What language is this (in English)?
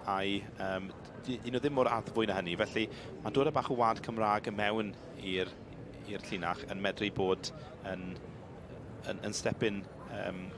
Welsh